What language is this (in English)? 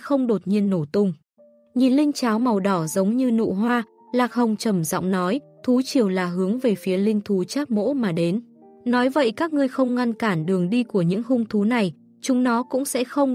Vietnamese